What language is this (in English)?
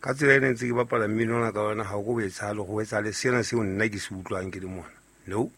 Southern Sotho